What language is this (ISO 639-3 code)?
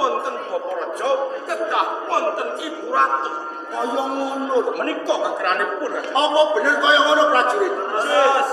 jav